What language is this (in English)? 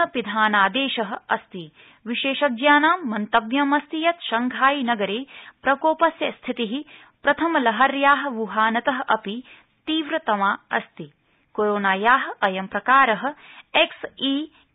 Sanskrit